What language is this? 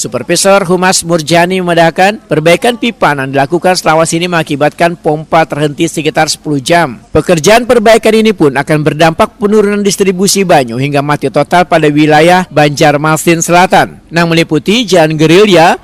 Banjar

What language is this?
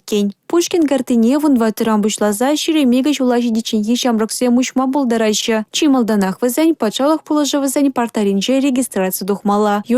Chuvash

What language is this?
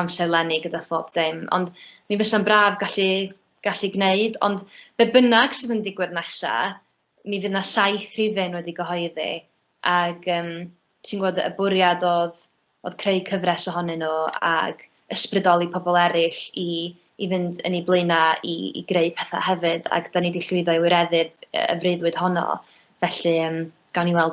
Welsh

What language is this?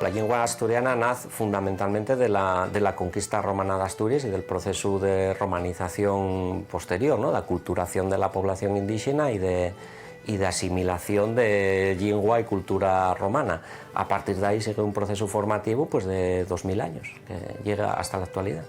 Asturian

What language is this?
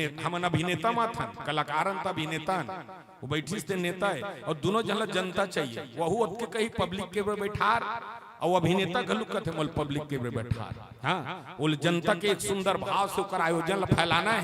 Chhattisgarhi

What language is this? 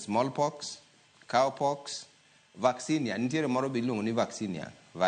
Luo (Kenya and Tanzania)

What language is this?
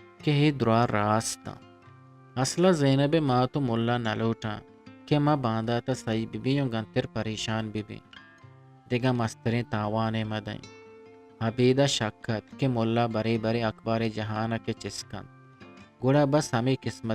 Eastern Balochi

